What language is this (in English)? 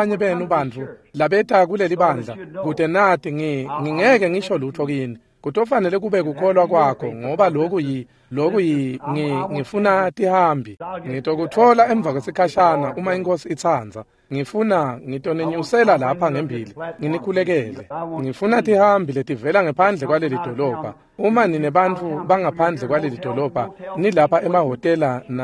Swati